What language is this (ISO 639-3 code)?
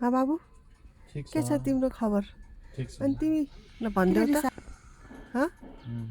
nep